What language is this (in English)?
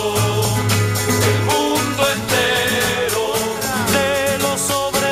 Spanish